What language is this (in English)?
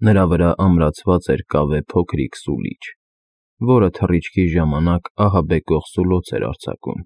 Armenian